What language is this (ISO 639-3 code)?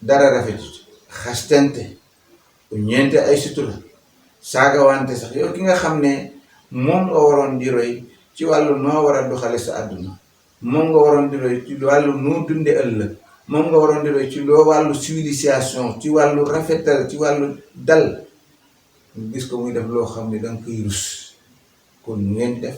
wol